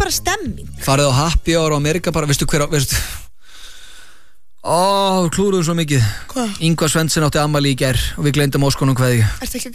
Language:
Icelandic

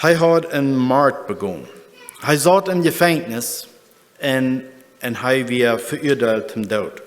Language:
Plautdietsch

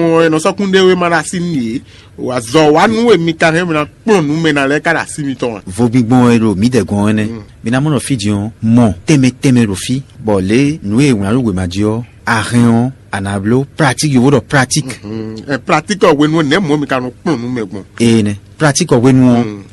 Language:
Fon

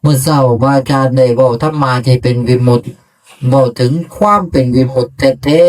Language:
Northeastern Thai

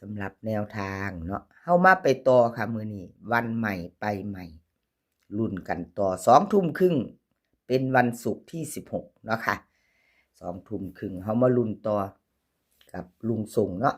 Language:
Northeastern Thai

